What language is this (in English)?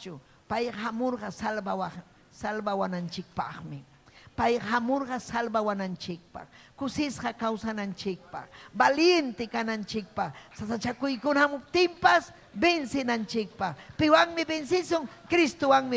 Ayacucho Quechua